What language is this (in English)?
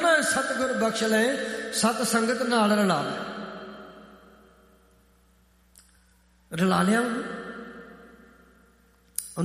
Punjabi